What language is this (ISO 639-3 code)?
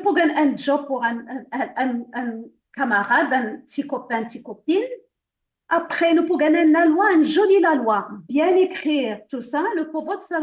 mfe